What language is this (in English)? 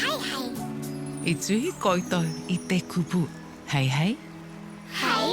Māori